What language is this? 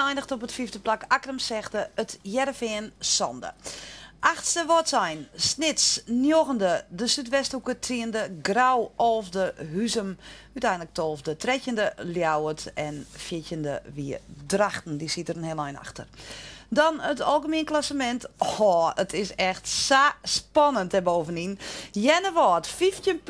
Western Frisian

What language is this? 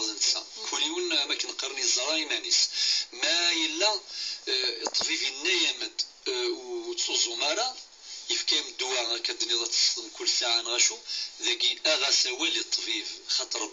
Kabyle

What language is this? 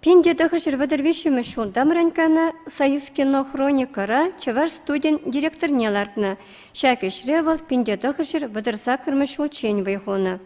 Chuvash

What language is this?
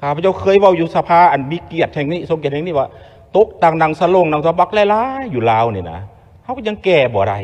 Lao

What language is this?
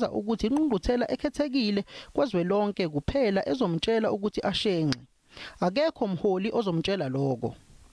Zulu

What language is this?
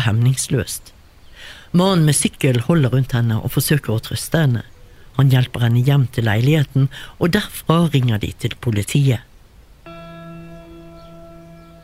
Norwegian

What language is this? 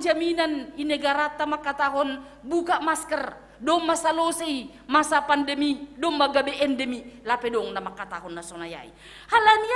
Batak Simalungun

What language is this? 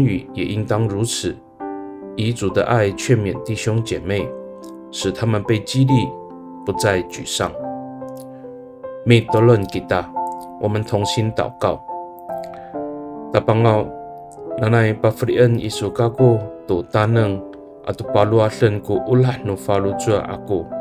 Amis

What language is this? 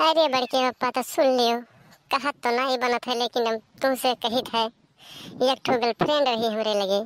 Awadhi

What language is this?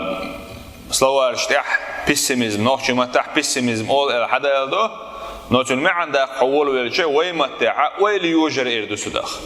Chechen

